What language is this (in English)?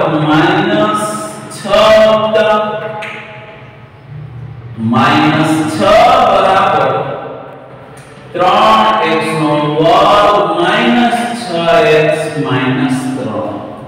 Gujarati